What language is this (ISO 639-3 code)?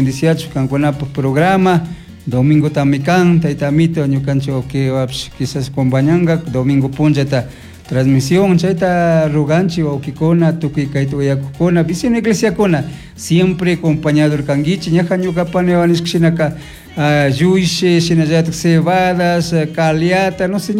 qug